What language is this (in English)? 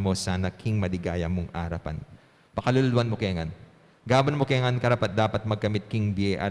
Pampanga